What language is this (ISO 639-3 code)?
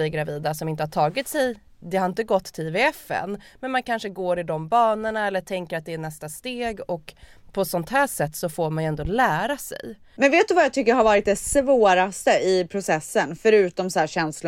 swe